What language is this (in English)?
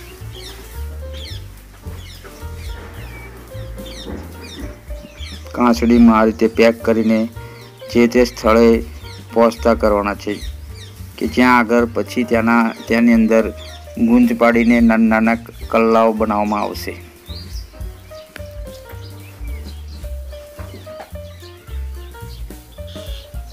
Gujarati